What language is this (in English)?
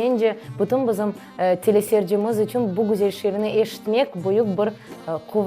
Crimean Tatar